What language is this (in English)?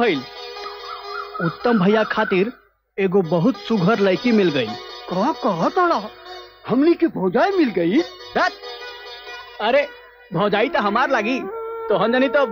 Bhojpuri